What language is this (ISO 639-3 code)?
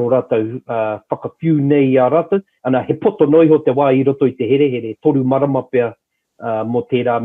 mri